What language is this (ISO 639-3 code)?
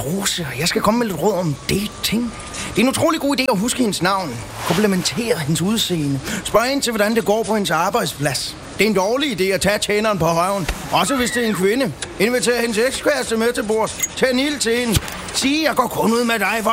dan